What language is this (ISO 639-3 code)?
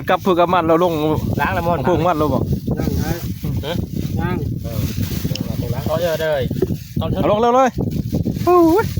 tts